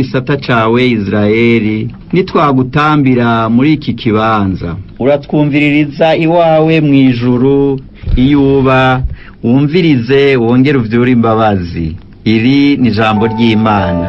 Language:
Rundi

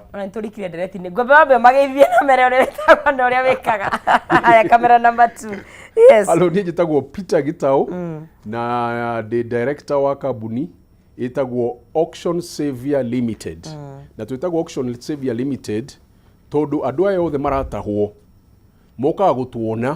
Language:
Kikuyu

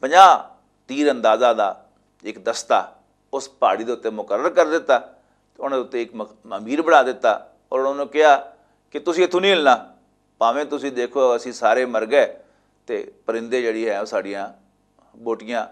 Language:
Western Panjabi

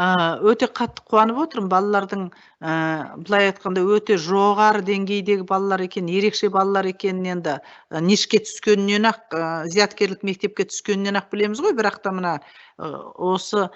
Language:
Kazakh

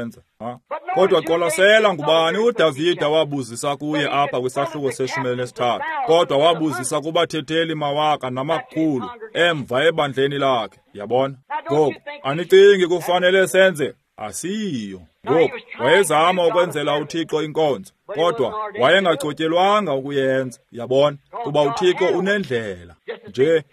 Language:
Xhosa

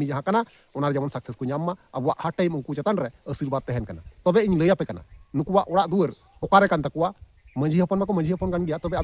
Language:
Santali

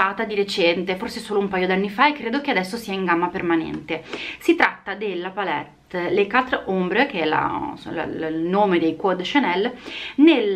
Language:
Italian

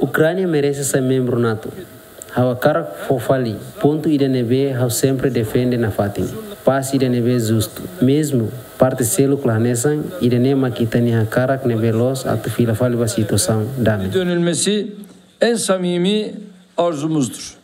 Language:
Tetum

